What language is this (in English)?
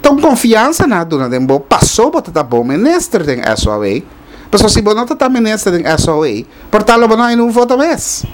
Papiamento